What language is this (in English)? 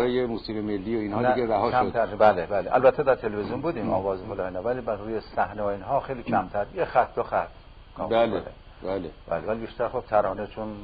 Persian